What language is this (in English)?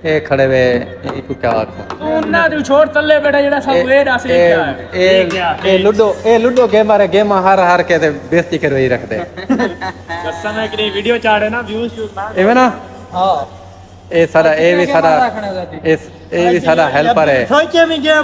Saraiki